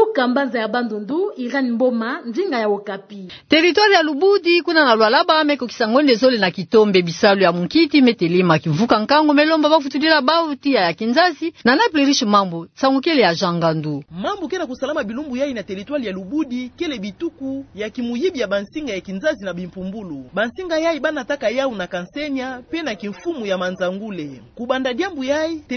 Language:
Kituba (Democratic Republic of Congo)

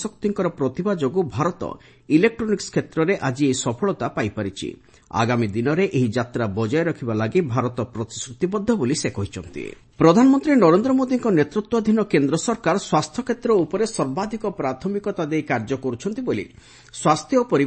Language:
Odia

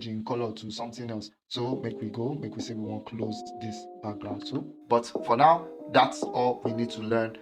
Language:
Nigerian Pidgin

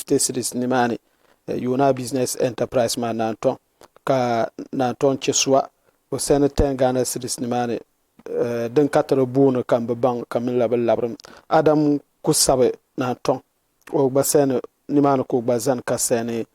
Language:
Dagbani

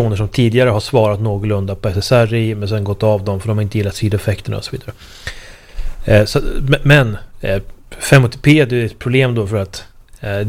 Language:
Swedish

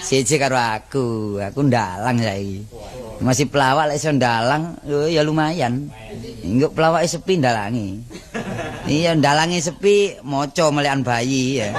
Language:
Javanese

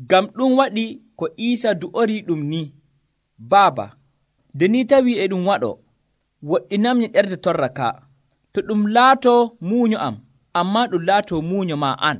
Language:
Nigerian Fulfulde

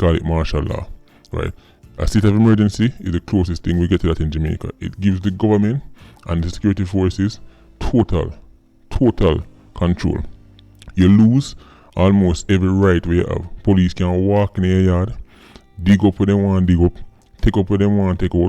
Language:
Jamaican Creole English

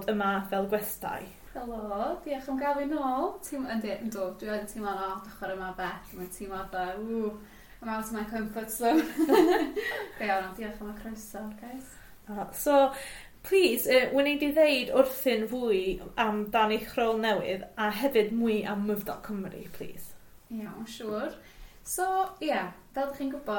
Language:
Welsh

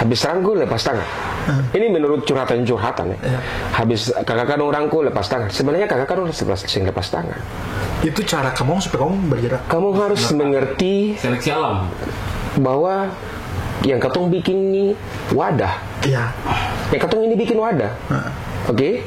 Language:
Ambonese Malay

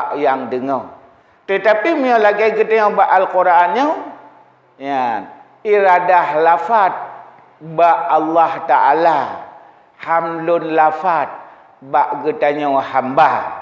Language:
Achinese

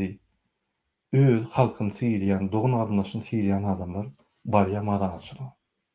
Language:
Turkmen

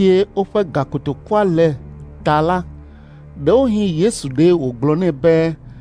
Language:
Ewe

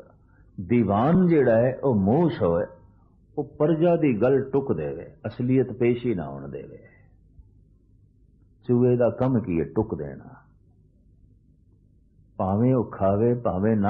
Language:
Punjabi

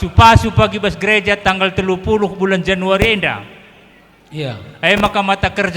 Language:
Batak Karo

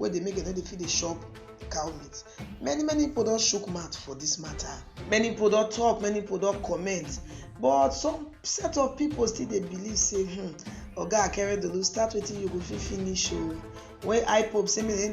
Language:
Nigerian Pidgin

